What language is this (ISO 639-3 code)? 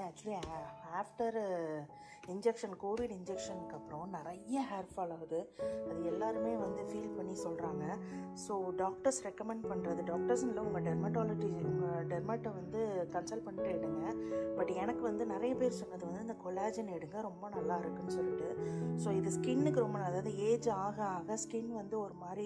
tam